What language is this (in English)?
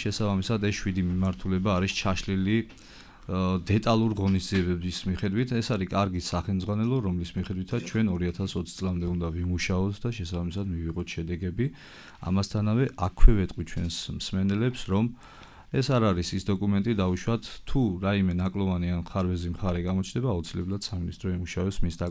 Georgian